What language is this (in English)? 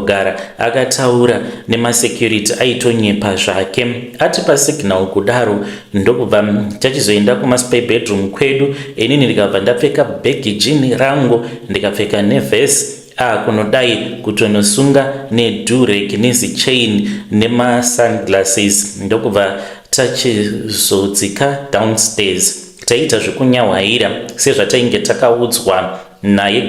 Shona